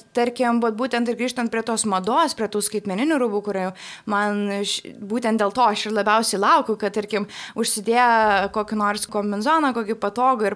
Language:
Lithuanian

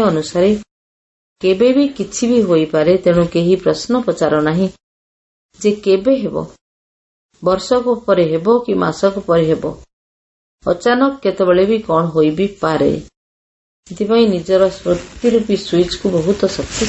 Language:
Odia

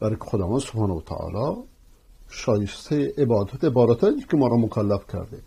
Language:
Persian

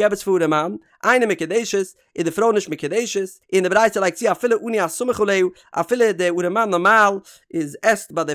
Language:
Yiddish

